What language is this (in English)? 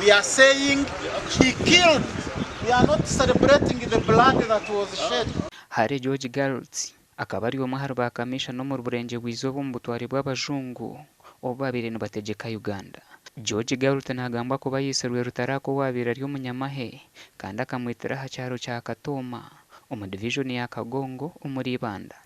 Nyankole